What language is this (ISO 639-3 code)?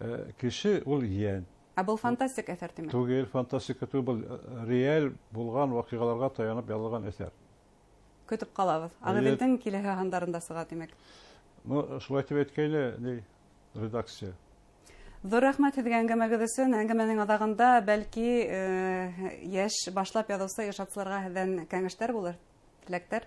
bak